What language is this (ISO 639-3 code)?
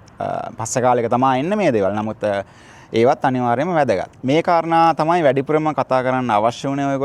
sin